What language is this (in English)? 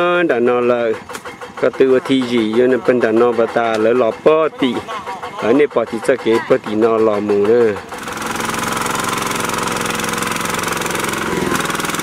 Vietnamese